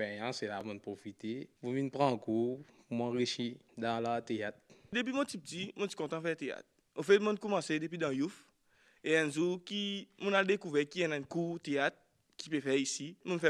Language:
Morisyen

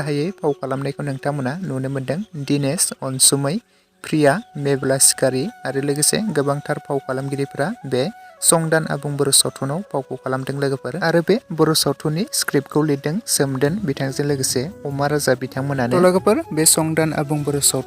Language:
Bodo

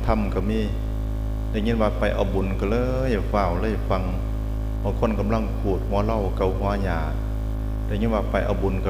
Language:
Northeastern Thai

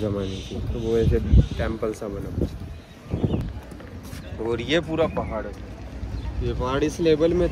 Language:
Hindi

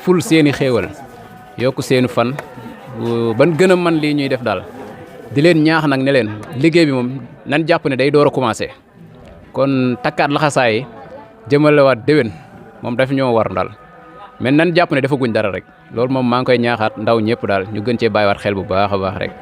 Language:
Wolof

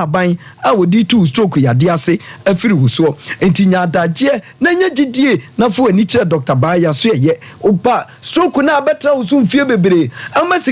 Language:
Akan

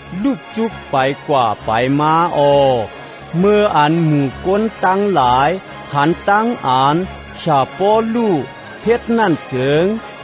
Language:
Shan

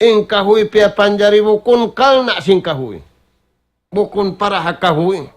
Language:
Tausug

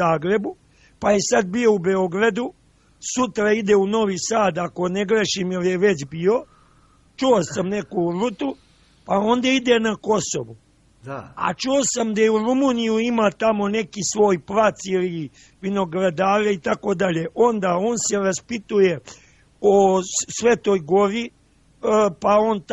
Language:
Serbian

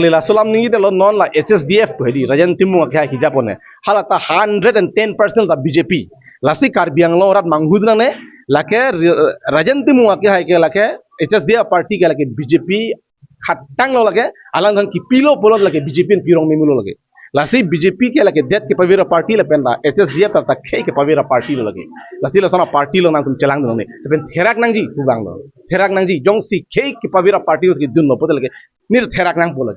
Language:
Karbi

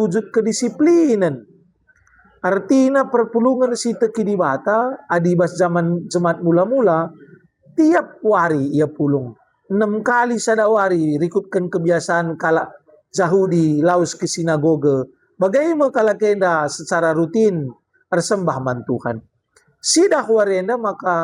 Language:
Batak Karo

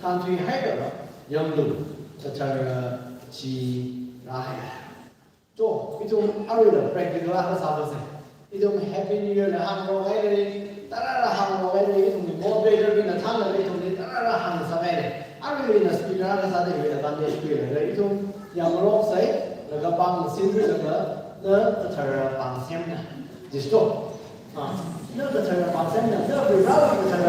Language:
Tangkhul Naga (India)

